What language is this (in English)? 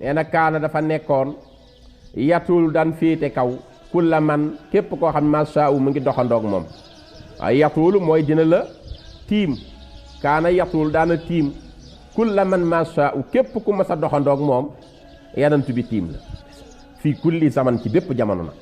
Wolof